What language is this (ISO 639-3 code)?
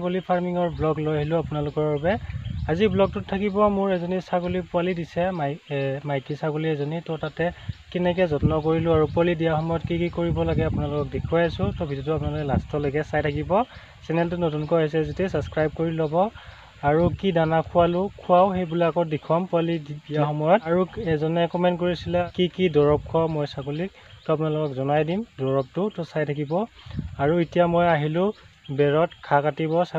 asm